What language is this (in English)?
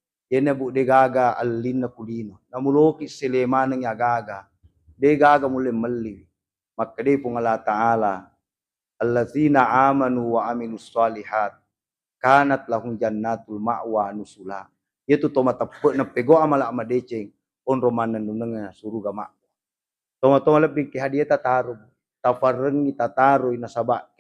Buginese